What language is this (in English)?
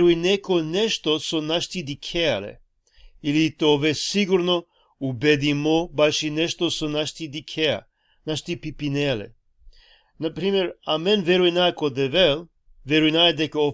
Balkan Romani